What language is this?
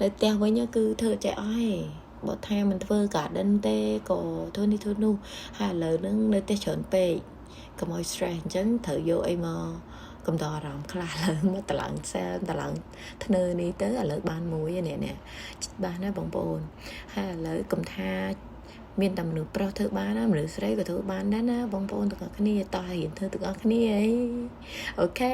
Khmer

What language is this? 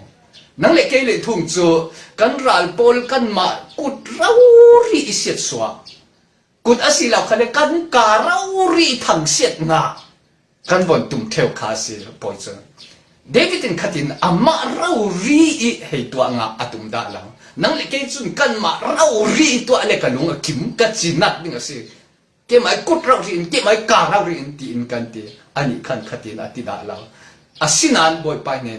Falam Chin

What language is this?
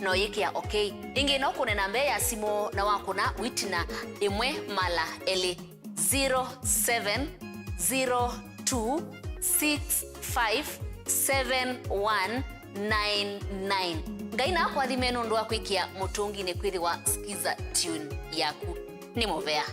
Kamba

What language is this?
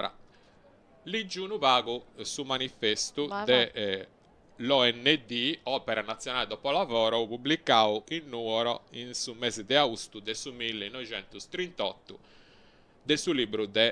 Sardinian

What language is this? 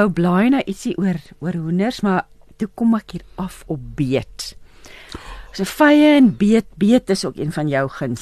Afrikaans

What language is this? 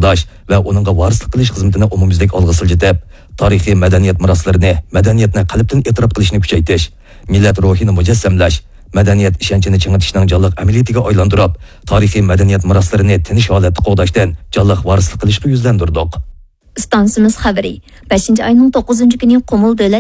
Uyghur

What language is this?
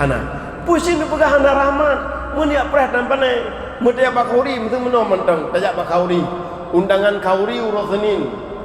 Achinese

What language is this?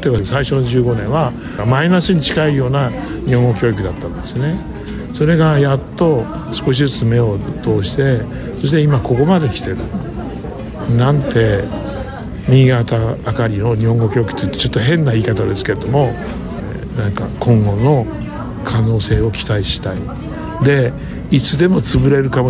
Japanese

